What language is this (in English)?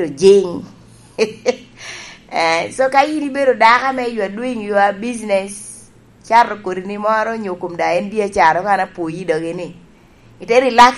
Lango (Uganda)